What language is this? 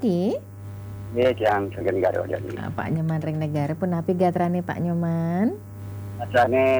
Balinese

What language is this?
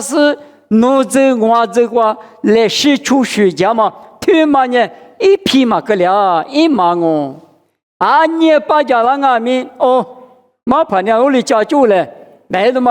Lisu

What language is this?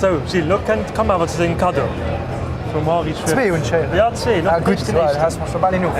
Luxembourgish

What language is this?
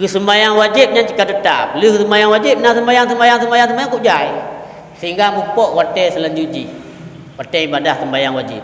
Achinese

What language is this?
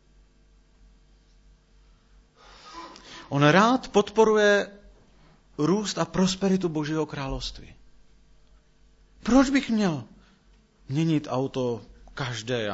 Czech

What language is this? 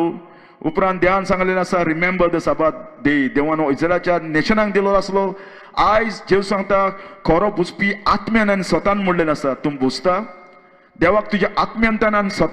Konkani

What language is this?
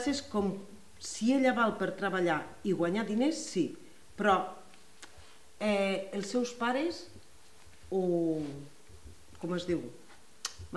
Catalan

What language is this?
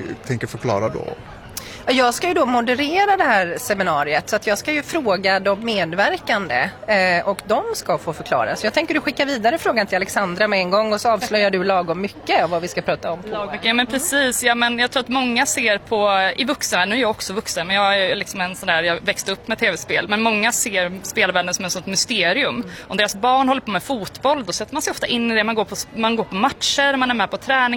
Swedish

